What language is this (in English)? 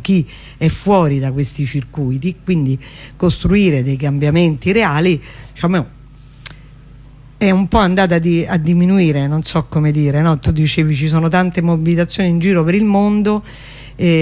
Italian